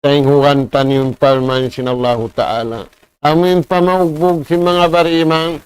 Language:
Tausug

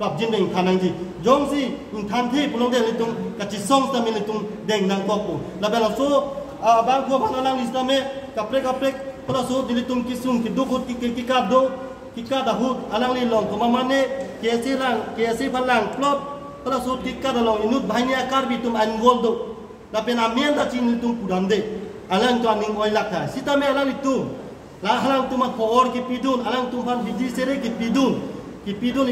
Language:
Karbi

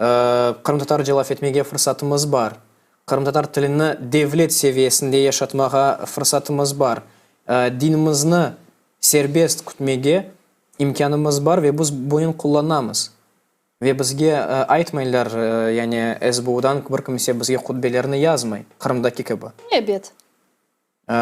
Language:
Crimean Tatar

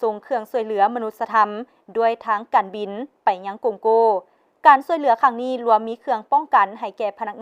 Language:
Lao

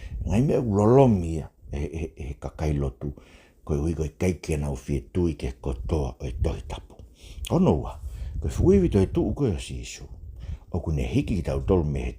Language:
Tongan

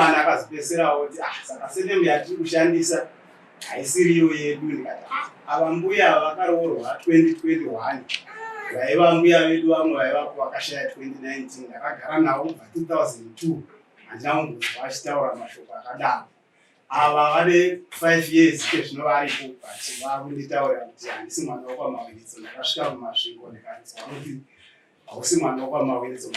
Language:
Shona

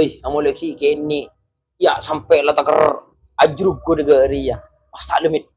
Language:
Madurese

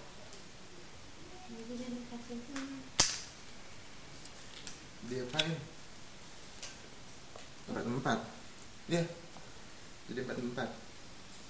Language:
Indonesian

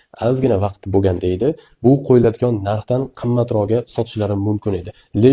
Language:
Uzbek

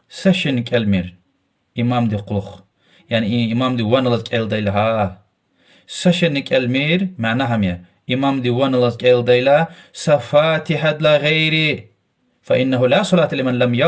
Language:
Lezghian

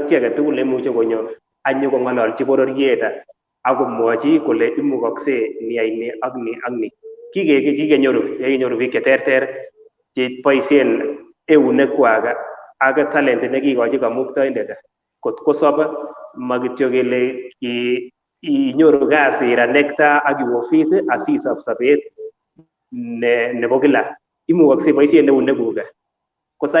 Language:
Kalenjin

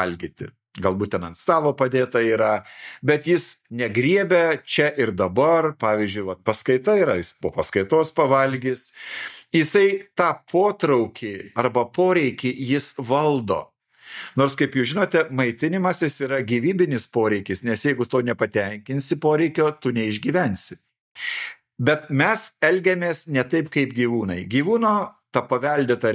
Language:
Lithuanian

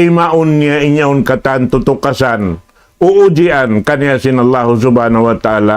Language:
Tausug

